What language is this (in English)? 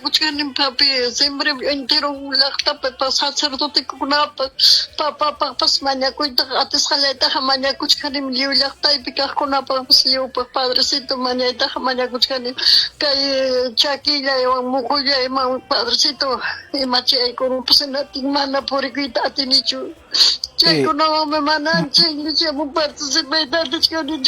Ayacucho Quechua